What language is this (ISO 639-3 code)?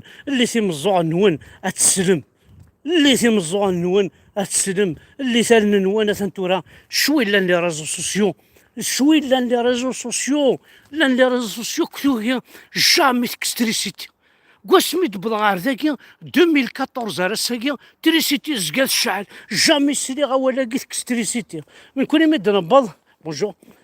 kab